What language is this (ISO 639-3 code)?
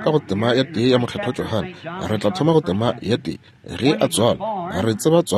nso